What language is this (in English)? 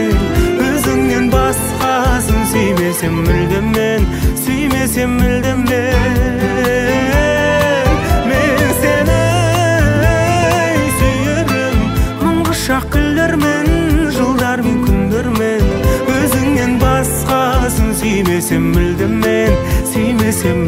Kazakh